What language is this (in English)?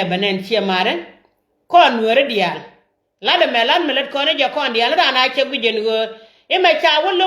Nuer